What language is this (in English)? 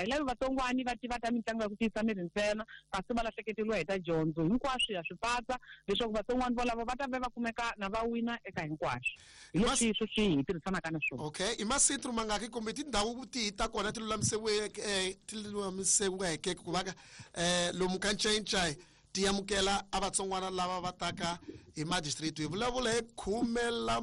Tsonga